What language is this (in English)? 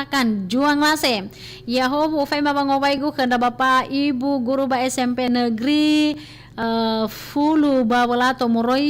Nias